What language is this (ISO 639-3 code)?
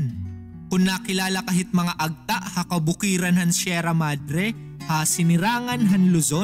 war